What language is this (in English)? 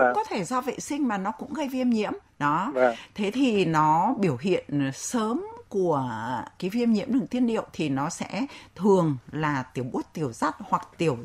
Vietnamese